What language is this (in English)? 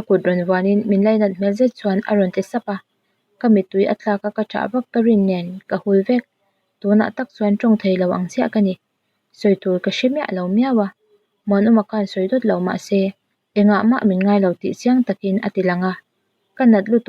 Mizo